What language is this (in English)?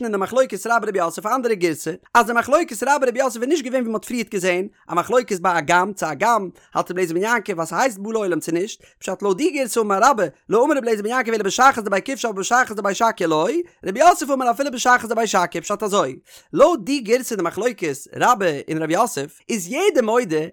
Yiddish